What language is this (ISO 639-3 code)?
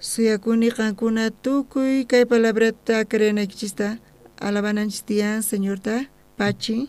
quh